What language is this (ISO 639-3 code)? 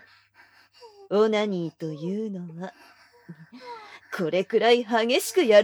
jpn